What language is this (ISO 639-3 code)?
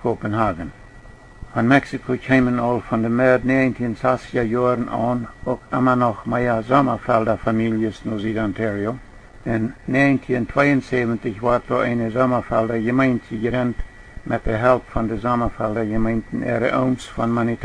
pdt